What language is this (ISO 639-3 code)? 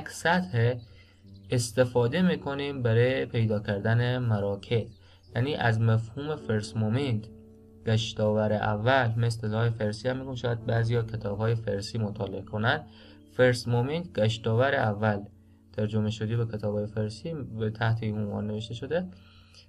fas